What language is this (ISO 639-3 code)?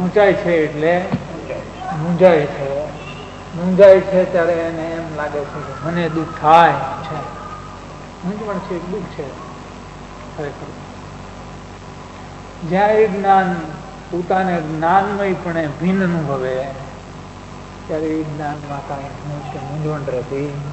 guj